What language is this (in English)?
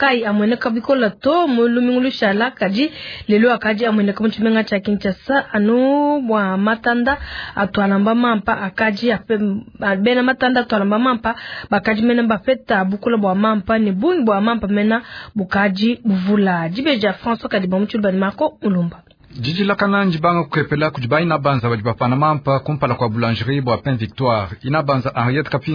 Luba-Lulua